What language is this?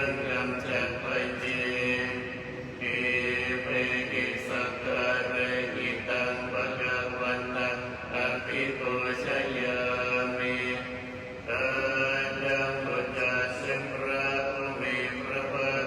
Pali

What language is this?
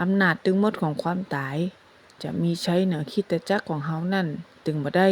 Northern Thai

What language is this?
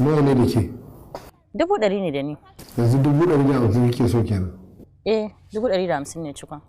Hausa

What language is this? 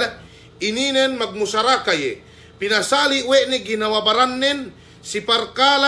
Yakan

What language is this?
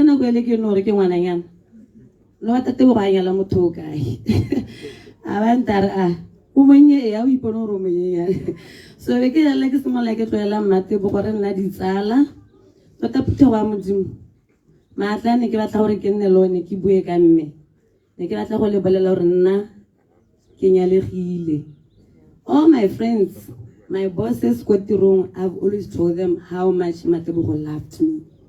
Tswana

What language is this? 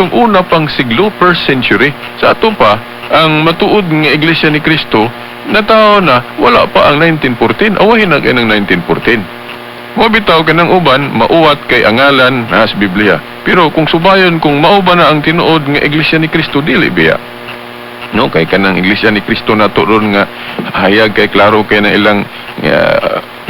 Cebuano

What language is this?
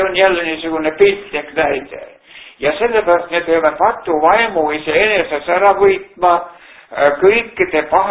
Estonian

